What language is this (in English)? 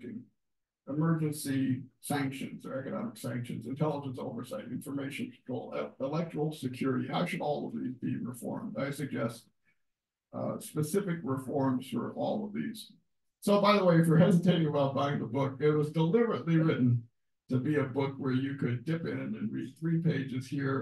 English